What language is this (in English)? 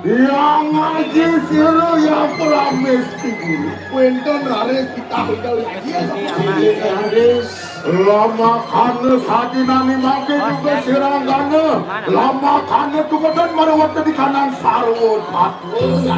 Balinese